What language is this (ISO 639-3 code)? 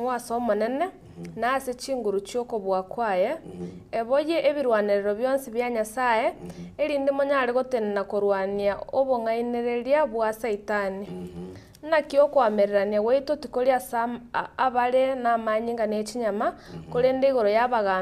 guz